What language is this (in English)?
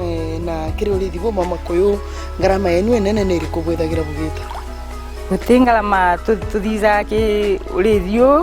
Meru